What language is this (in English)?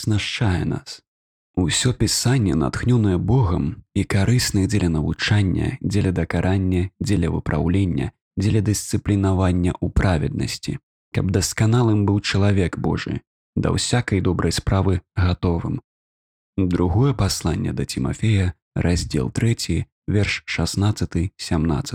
Belarusian